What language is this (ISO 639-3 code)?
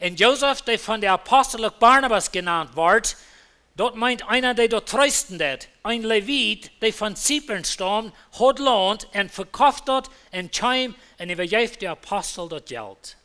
pdt